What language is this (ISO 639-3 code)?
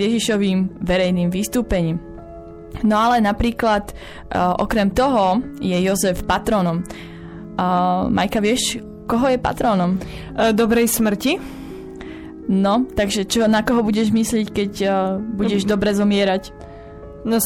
slk